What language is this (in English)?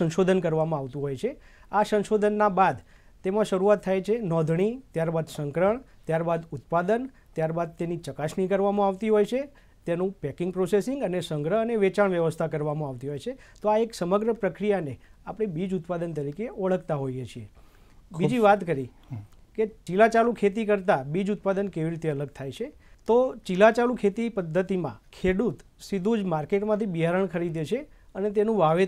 Gujarati